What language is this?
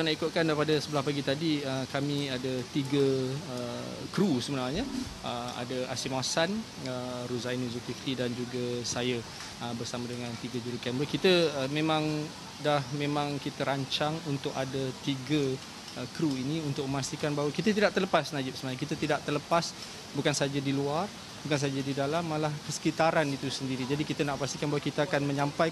Malay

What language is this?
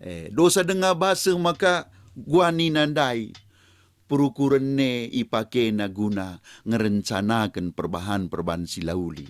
Batak Karo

